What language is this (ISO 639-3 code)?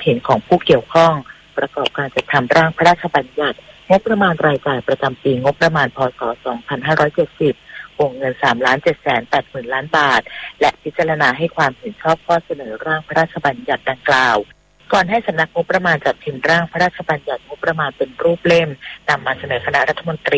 tha